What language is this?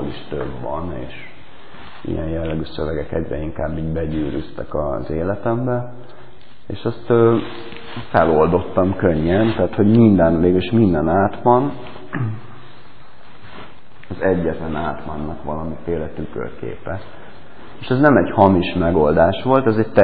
Hungarian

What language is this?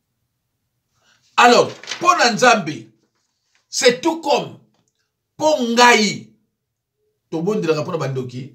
Lingala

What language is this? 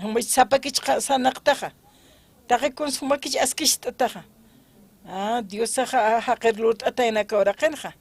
Aymara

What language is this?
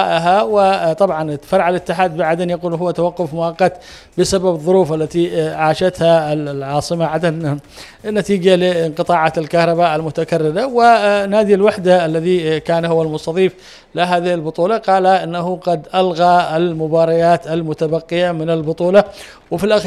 Arabic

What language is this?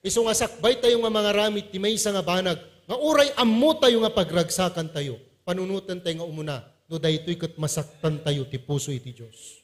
Iloko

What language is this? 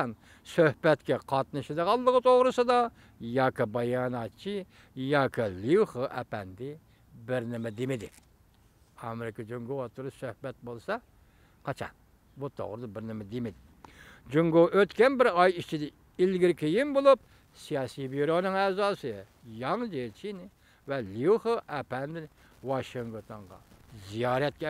Uyghur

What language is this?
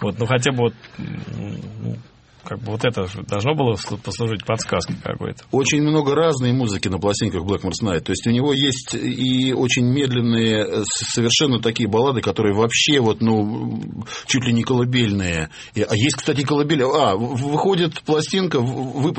Russian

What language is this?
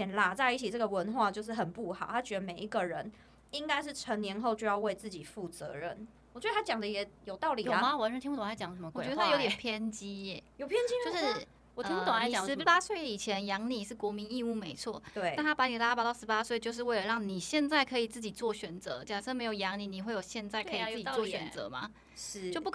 Chinese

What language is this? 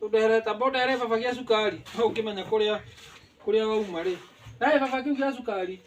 Kikuyu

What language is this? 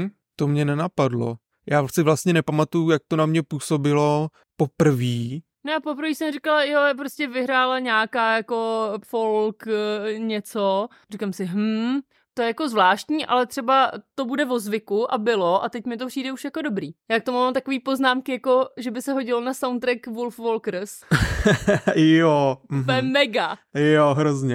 Czech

